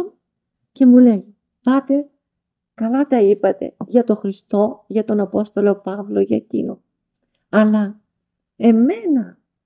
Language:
Greek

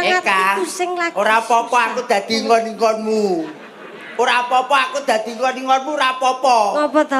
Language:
Javanese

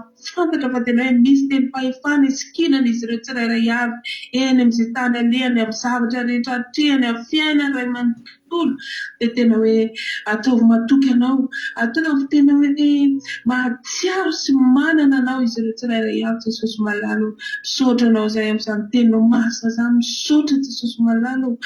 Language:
Malagasy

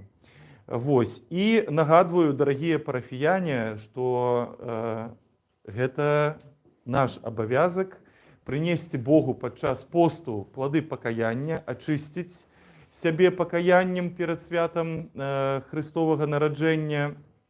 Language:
Belarusian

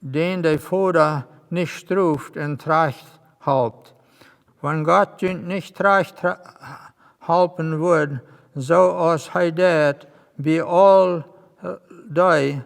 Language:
Plautdietsch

